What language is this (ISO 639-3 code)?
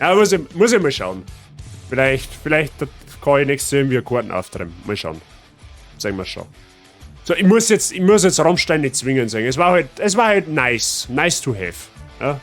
bar